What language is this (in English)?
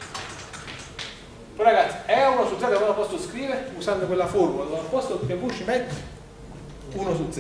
Italian